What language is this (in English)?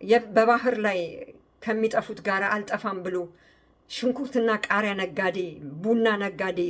Amharic